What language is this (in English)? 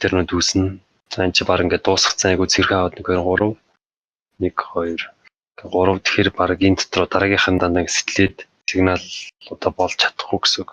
Mongolian